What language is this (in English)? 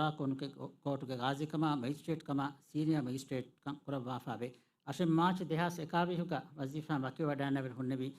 Divehi